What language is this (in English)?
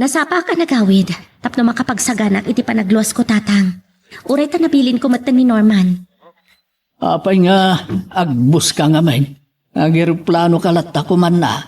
Iloko